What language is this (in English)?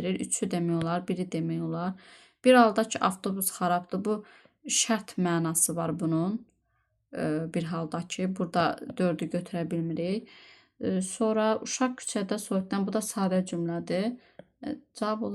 Azerbaijani